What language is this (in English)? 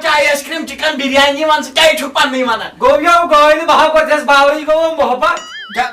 Kashmiri